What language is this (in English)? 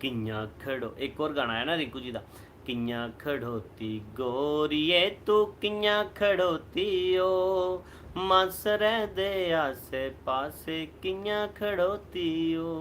Dogri